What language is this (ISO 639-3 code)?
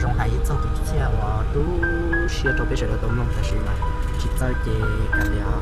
hmn